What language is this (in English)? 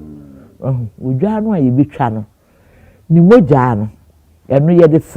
Akan